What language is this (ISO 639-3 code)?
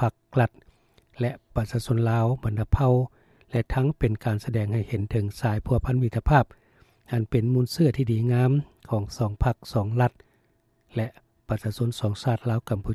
lao